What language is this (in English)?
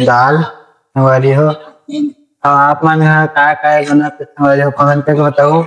Chhattisgarhi